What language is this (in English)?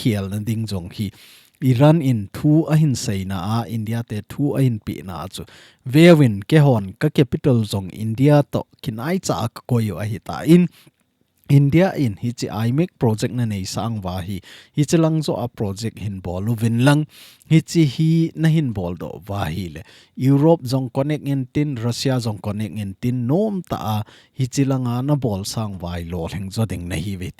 Thado Chin